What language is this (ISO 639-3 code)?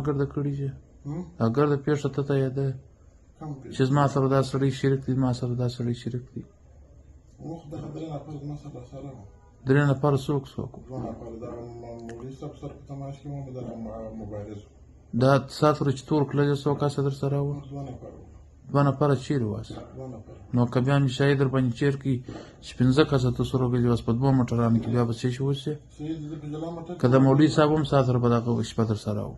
pus